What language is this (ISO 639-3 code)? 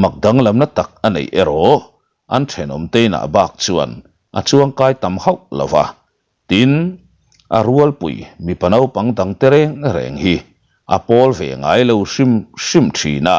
lus